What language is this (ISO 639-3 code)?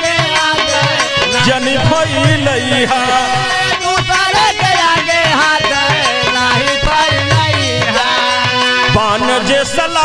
bho